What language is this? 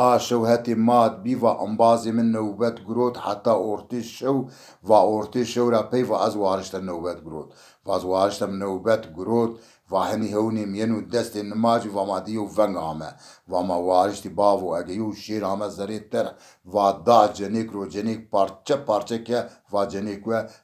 Zaza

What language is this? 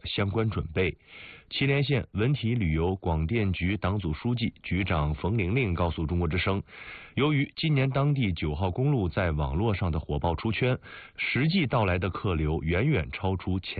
Chinese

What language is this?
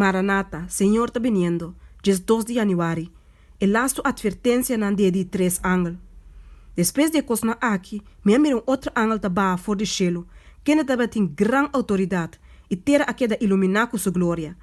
Papiamento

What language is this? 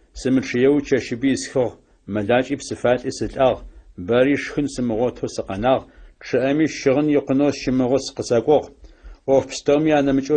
Adyghe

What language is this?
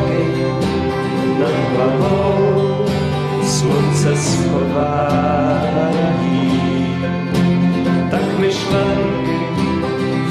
Czech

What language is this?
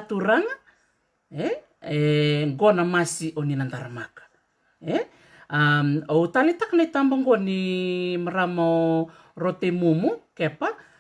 Fijian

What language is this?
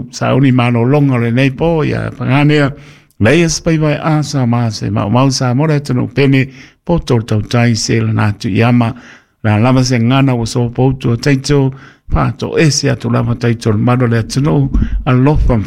Samoan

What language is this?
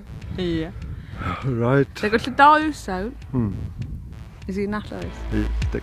Kalaallisut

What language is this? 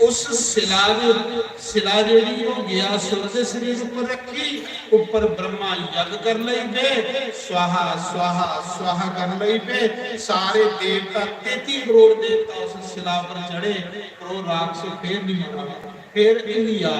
Dogri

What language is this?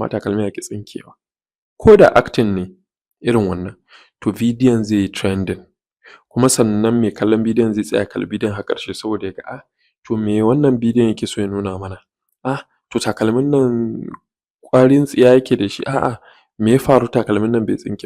Hausa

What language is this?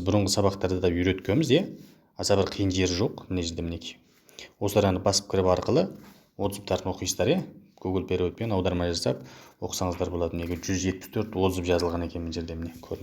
Kazakh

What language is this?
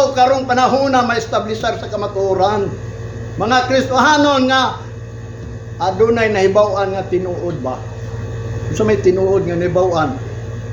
Cebuano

